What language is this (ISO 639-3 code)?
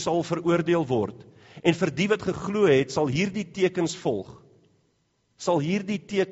afr